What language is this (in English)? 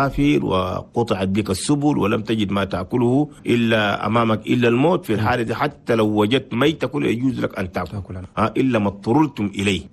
Chadian Arabic